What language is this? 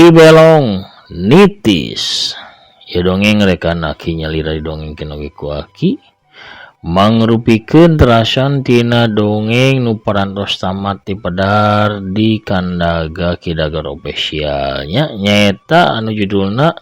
Sundanese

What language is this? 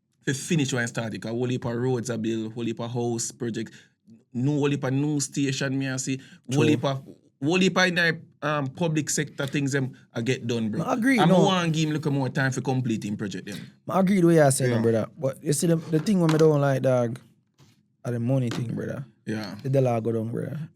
Jamaican Creole English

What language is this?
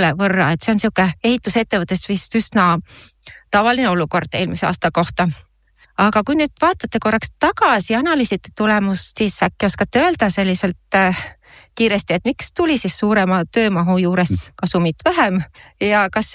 Estonian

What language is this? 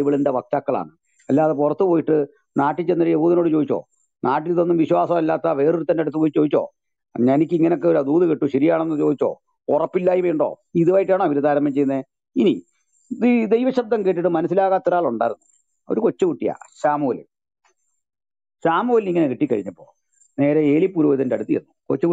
Malayalam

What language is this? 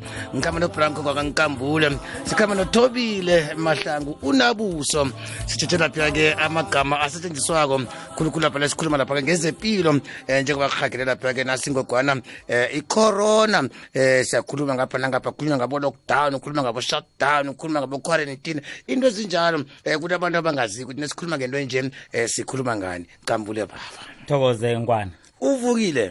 South Ndebele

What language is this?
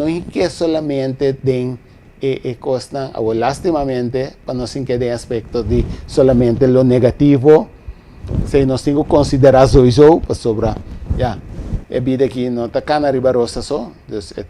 Papiamento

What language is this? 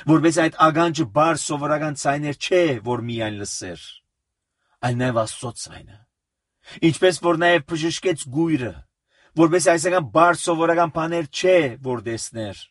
Armenian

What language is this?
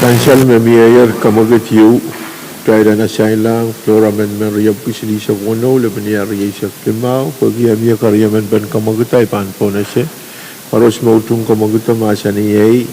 Pohnpeian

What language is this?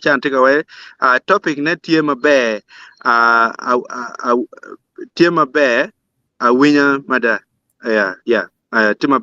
Acoli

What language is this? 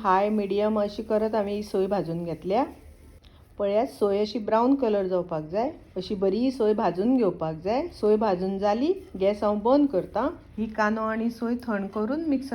Konkani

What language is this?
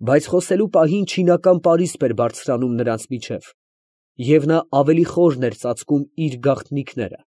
Armenian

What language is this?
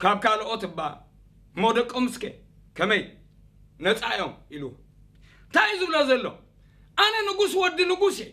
Tigrinya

